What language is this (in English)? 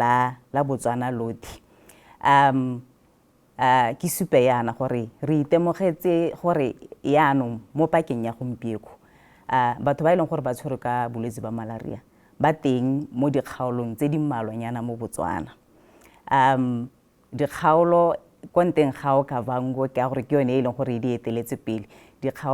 Tswana